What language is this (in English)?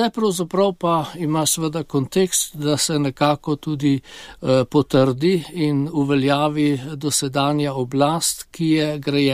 Slovenian